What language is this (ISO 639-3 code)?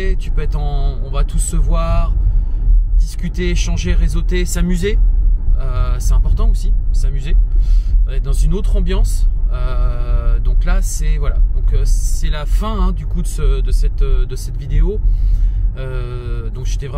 fra